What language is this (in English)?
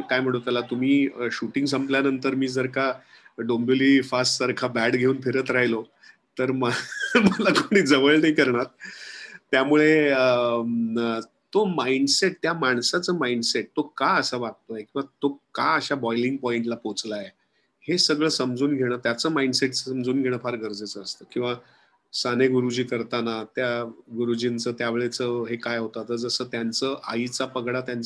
Marathi